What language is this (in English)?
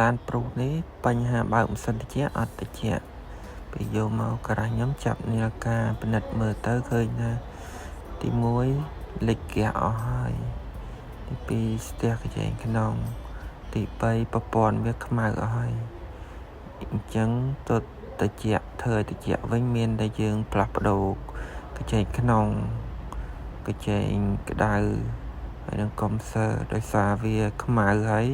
Khmer